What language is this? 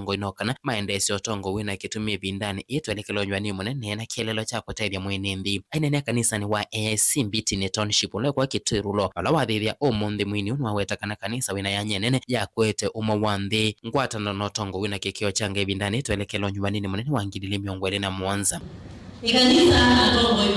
Kamba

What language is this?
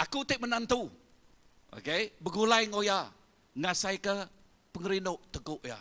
Iban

